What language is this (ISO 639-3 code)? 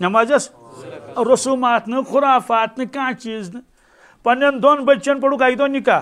kas